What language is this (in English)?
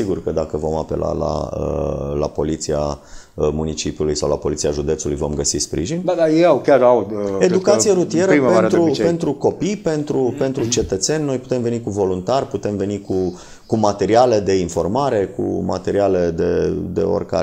Romanian